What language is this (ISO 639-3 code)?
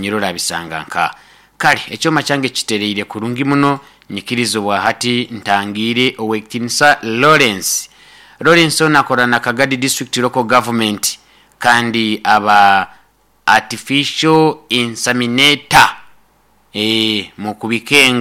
nyo